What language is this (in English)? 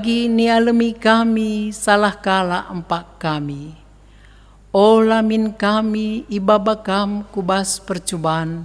Batak Karo